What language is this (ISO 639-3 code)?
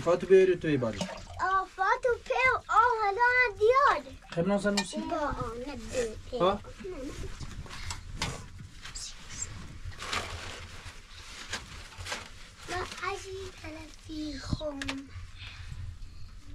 fas